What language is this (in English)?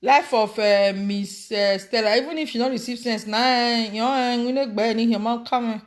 Nigerian Pidgin